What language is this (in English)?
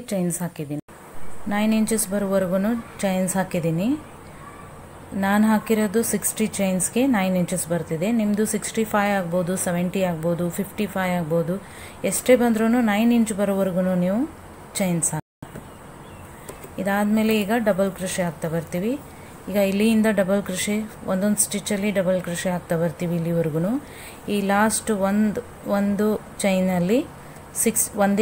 Kannada